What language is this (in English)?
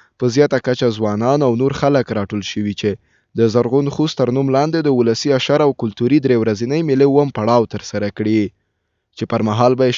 Pashto